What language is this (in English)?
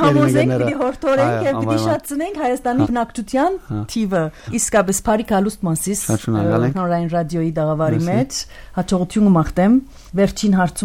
Armenian